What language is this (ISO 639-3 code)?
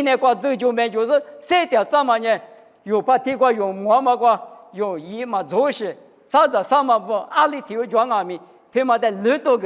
lis